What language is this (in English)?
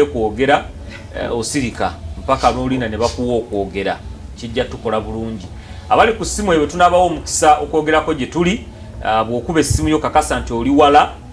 Ganda